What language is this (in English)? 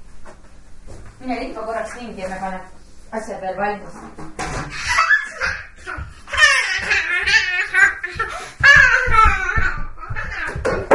Estonian